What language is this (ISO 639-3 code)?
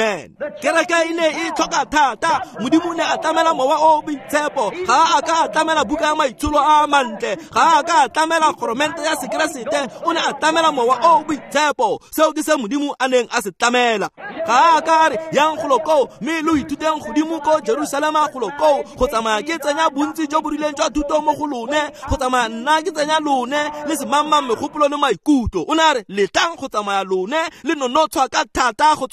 tsn